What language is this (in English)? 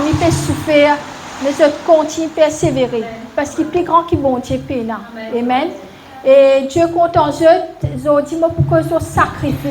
Morisyen